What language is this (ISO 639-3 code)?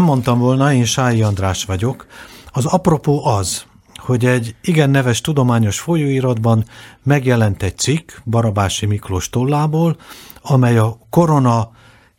hun